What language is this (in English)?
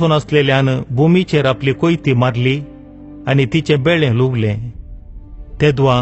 Konkani